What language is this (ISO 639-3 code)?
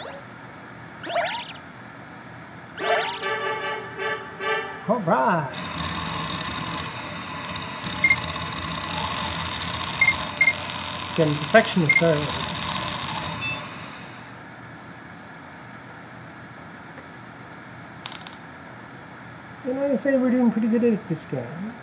eng